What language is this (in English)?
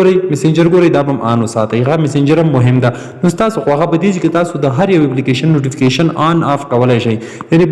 Pashto